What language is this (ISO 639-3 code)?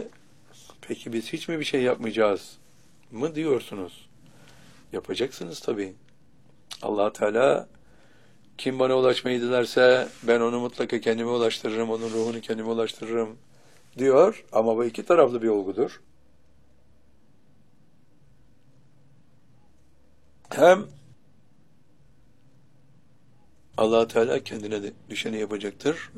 tur